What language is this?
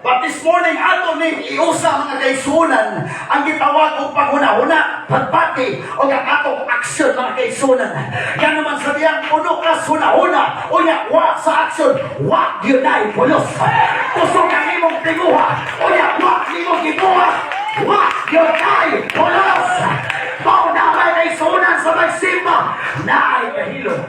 Cebuano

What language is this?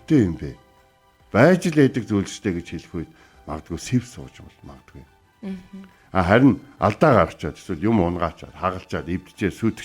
Mongolian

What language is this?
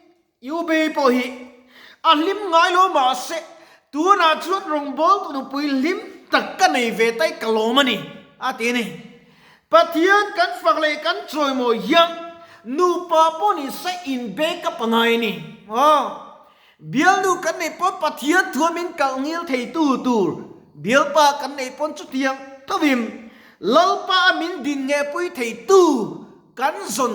Mizo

